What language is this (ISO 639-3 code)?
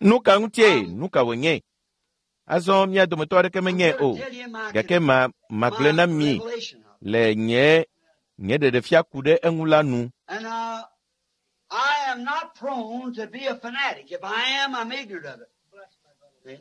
ewe